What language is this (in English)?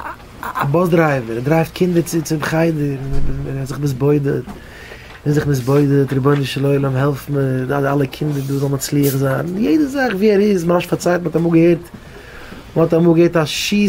Yiddish